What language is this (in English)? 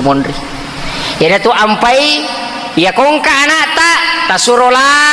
Buginese